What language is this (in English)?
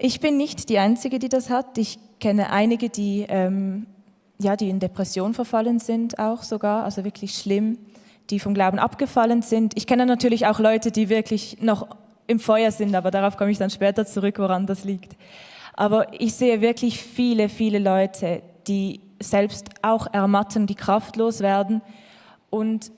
Swiss German